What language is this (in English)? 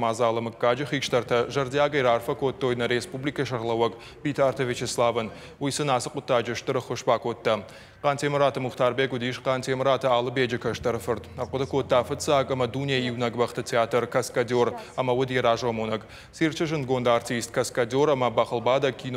Ossetic